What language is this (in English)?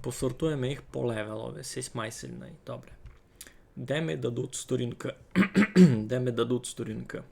Rusyn